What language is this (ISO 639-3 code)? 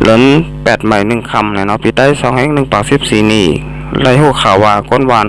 shn